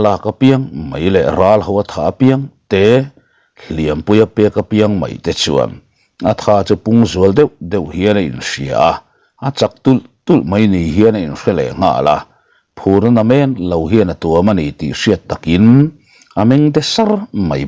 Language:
Mizo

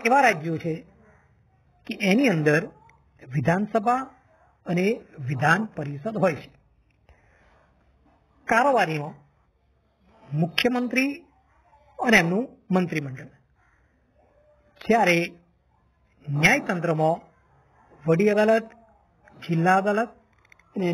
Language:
Gujarati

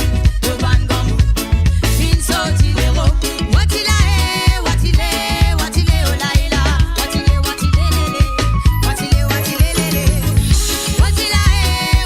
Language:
Morisyen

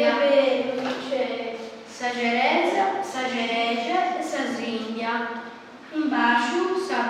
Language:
Sardinian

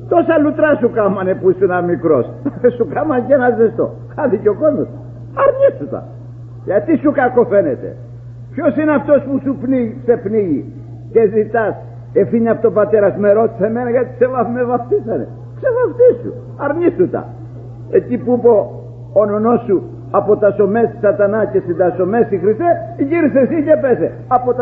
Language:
Greek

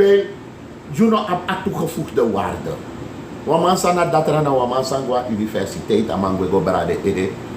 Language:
Sranan Tongo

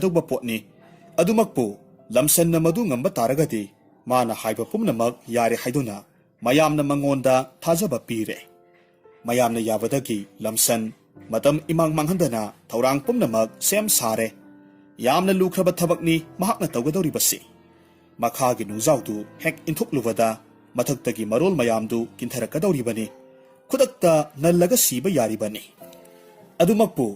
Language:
Manipuri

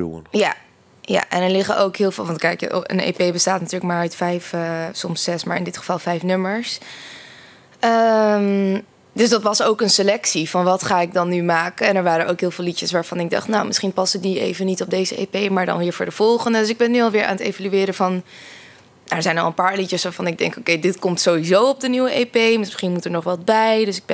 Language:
Dutch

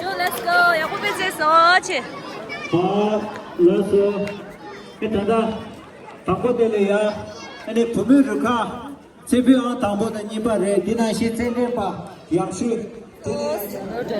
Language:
Tibetan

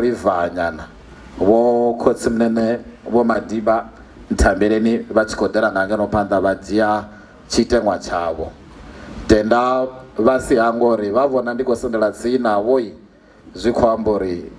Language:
Venda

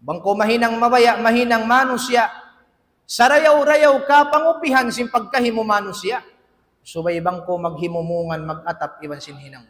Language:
Tausug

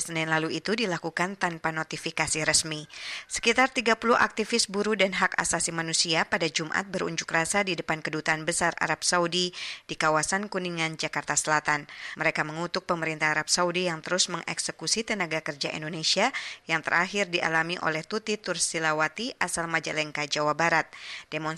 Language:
Indonesian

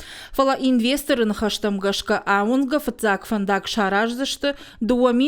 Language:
Ossetic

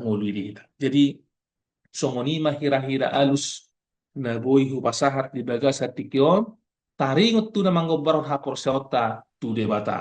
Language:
Batak Toba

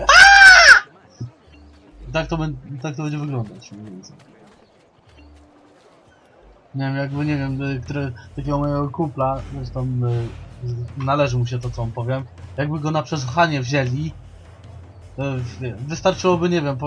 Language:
Polish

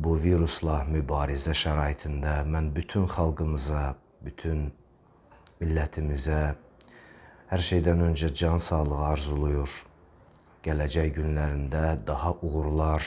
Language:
Azerbaijani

